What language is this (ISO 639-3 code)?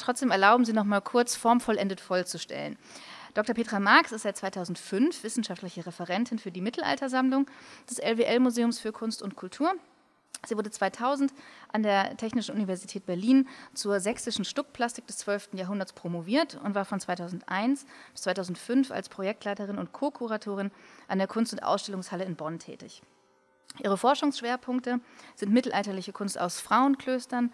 deu